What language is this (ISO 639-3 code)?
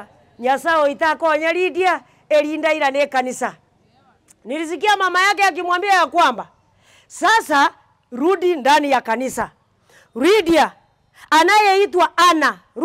guz